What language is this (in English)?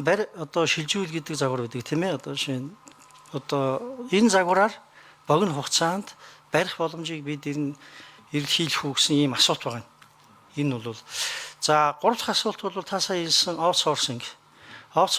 Mongolian